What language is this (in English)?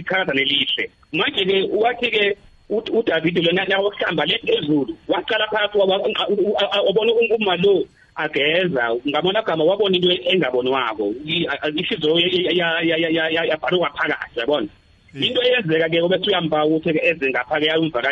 South Ndebele